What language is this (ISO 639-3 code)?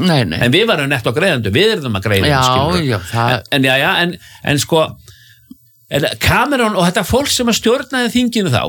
isl